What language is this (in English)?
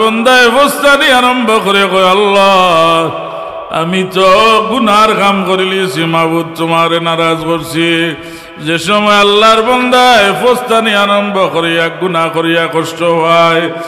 Sylheti